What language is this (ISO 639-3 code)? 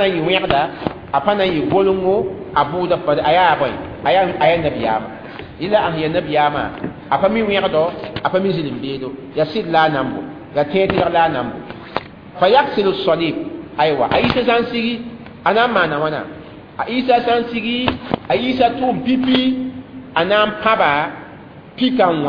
mos